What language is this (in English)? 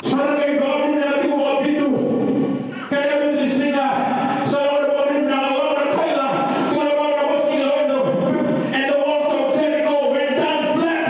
Fijian